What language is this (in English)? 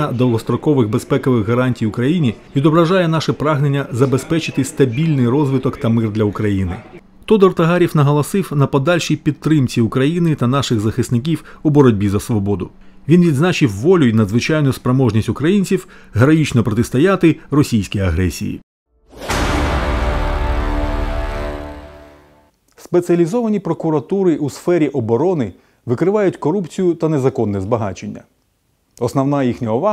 Ukrainian